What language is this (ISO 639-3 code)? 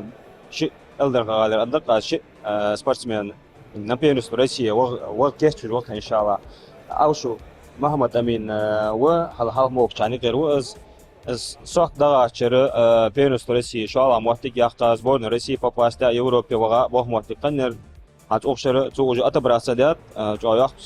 inh